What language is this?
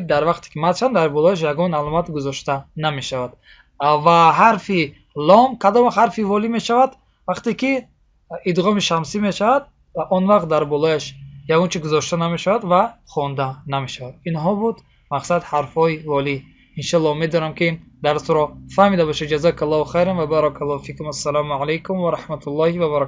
Tajik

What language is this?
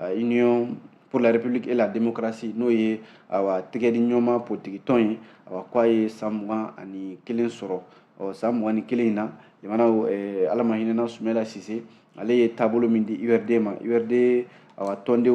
Bambara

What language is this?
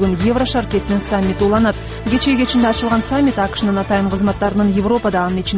Kyrgyz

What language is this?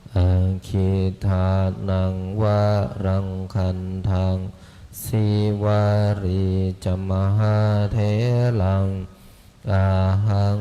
Pali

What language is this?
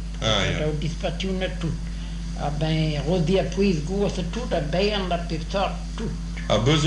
Breton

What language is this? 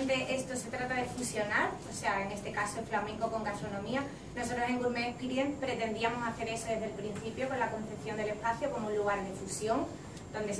Spanish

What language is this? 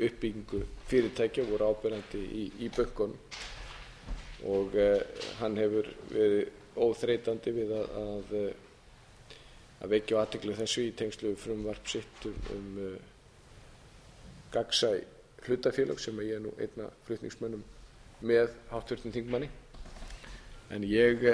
Icelandic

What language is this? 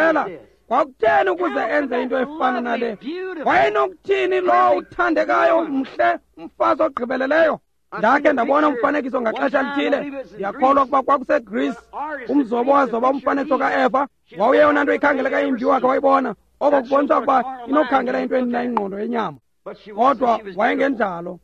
Xhosa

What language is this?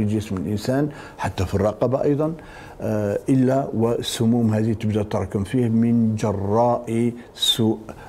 Arabic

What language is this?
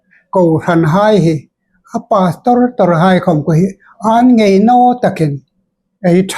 Hmar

